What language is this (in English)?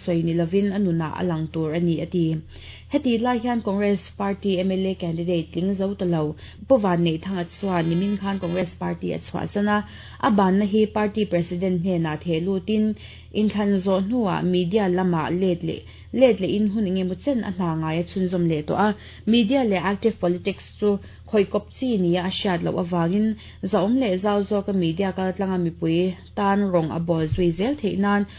Mizo